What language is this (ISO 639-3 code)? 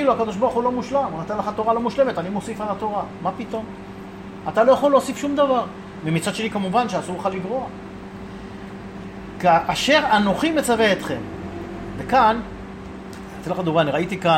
heb